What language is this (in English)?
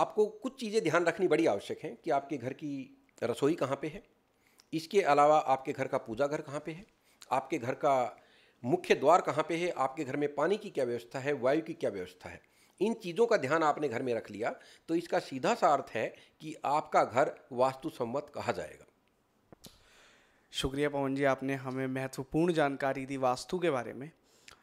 Hindi